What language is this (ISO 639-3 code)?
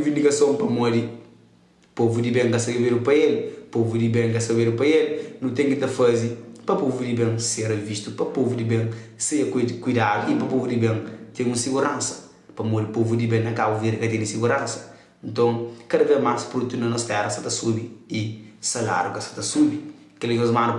kea